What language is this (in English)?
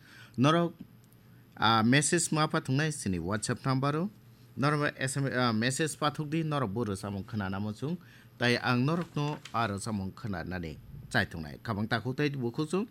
Kok Borok